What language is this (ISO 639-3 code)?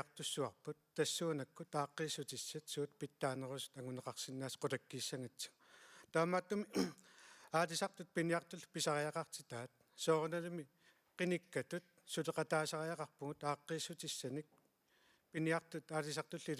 kal